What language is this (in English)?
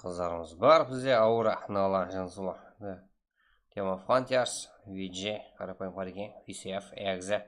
Kara-Kalpak